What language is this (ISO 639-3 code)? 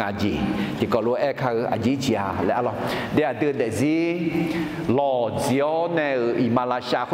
ahk